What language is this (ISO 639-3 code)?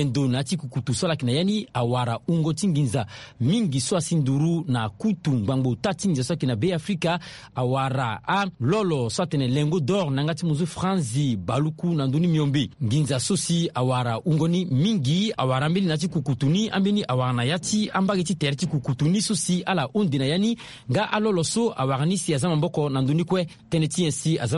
sag